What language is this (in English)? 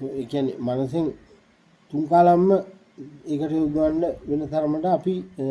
Sinhala